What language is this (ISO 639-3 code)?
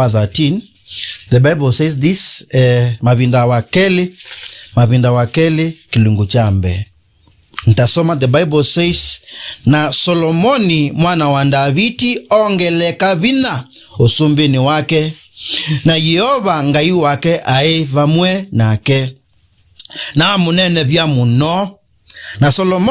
kam